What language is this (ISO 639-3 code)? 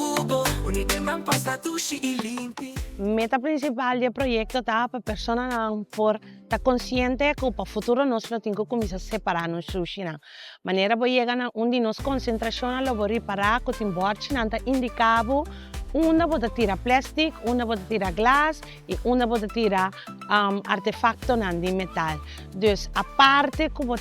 pap